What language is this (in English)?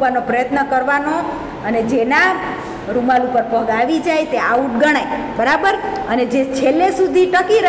Gujarati